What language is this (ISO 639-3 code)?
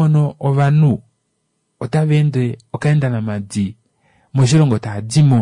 kua